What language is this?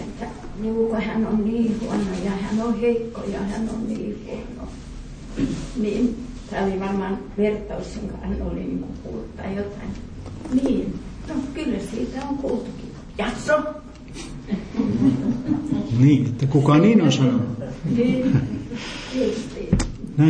Finnish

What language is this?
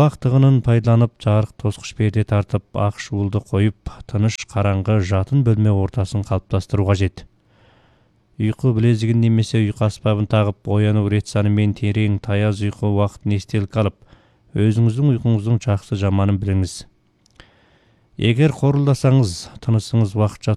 Kazakh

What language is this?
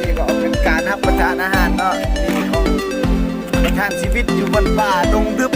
Lao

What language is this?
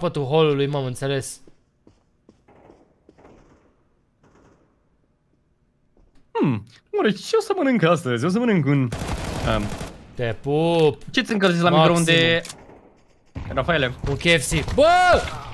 Romanian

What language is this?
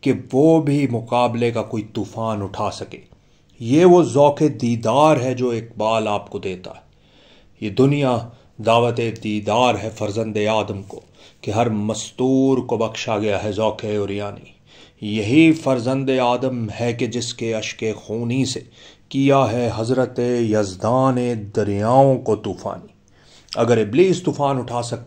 Urdu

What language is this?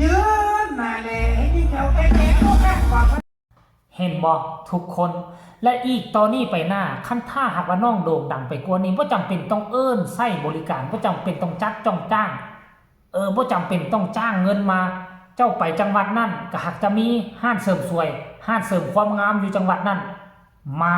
Northeastern Thai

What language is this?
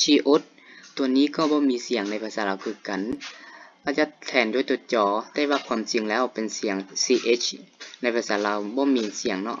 Lao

